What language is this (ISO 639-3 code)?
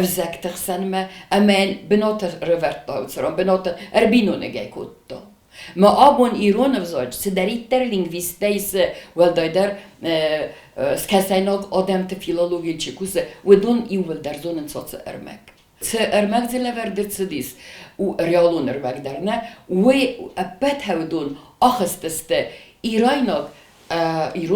oss